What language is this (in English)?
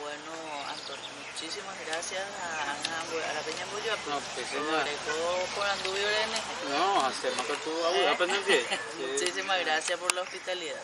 Guarani